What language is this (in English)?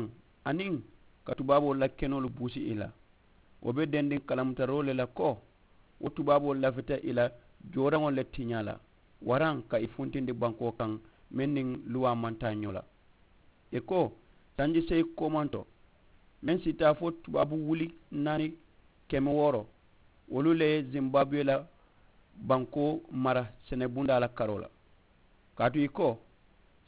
Mandingo